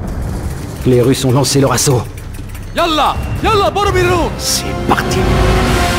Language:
French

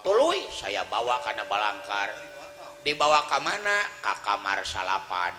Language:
Sundanese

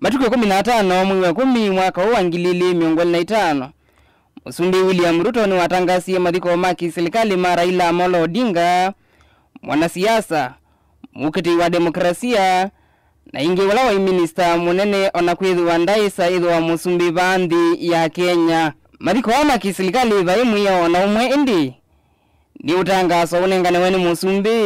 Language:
Kamba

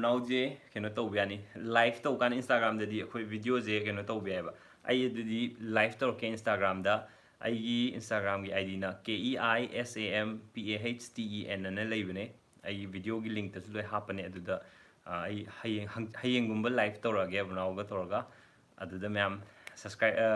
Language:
Manipuri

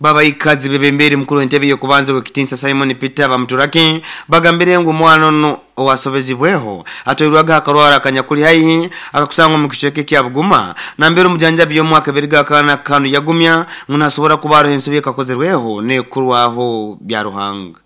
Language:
Nyoro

